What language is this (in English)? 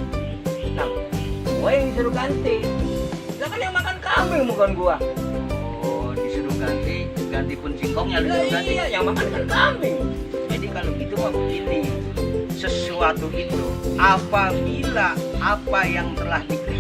Betawi